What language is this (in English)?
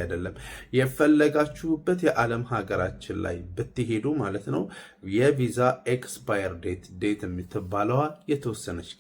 Amharic